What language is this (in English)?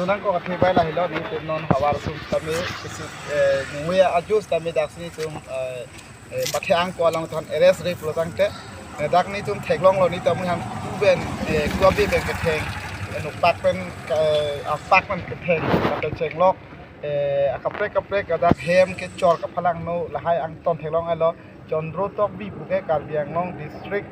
Karbi